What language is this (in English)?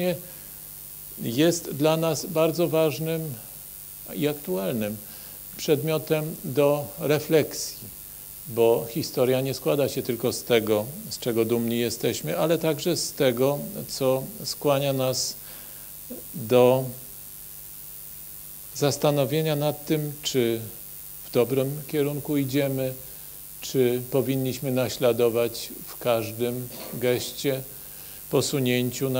Polish